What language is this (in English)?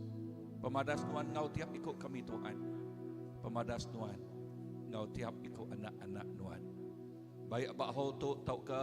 Iban